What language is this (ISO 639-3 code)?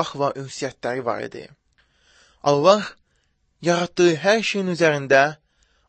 aze